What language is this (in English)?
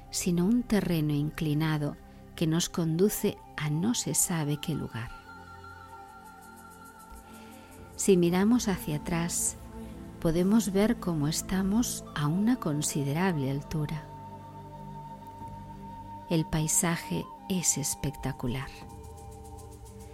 Spanish